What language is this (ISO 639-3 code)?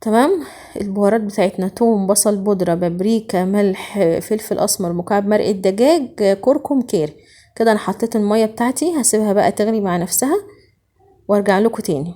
arz